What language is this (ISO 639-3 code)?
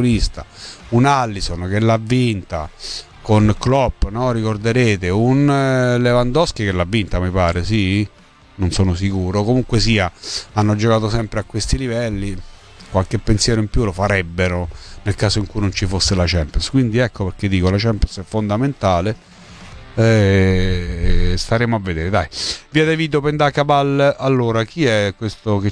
ita